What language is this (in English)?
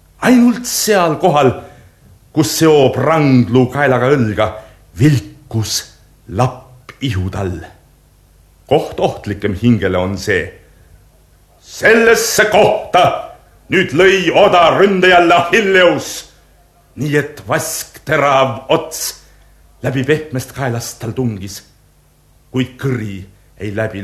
Estonian